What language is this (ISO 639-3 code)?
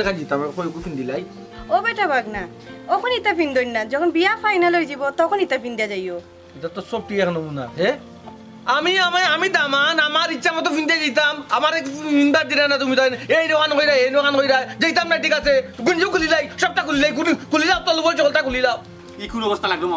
syl